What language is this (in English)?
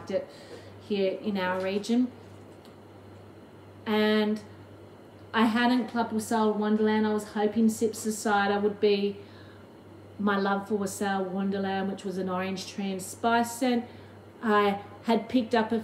English